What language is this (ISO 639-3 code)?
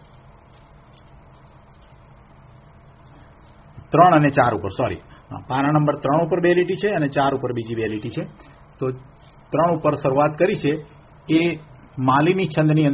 guj